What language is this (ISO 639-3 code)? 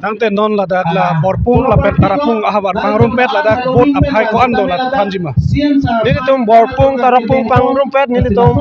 mjw